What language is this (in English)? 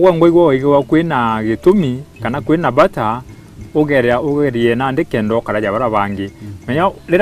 Meru